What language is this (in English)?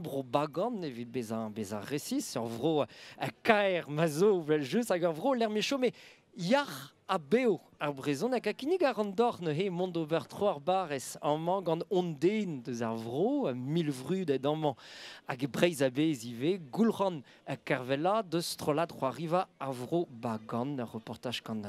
Breton